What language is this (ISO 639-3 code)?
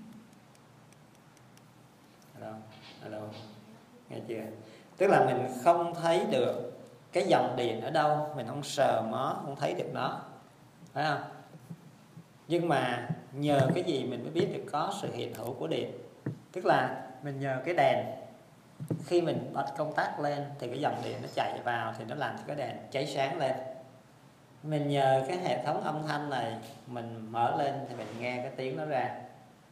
vie